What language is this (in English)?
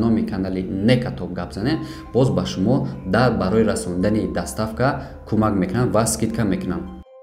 Tajik